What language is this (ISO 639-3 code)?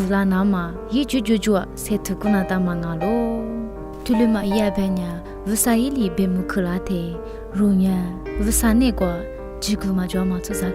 lis